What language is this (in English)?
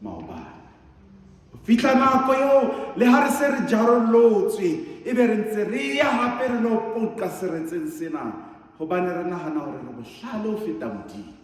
Southern Sotho